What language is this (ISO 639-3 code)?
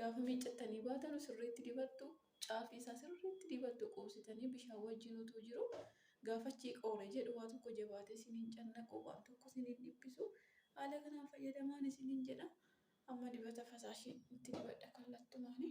orm